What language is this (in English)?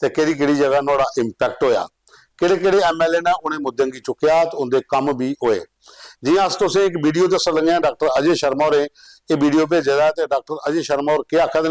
Dogri